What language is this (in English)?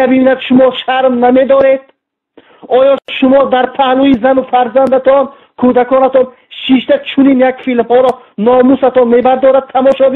Tajik